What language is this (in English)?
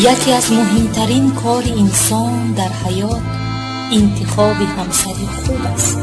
Tajik